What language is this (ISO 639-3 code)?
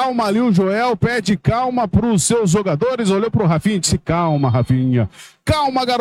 por